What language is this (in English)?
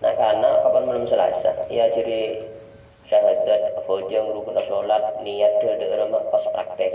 Madurese